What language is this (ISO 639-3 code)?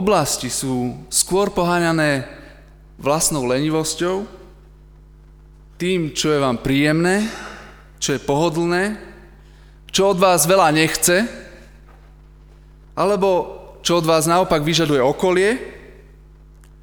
slk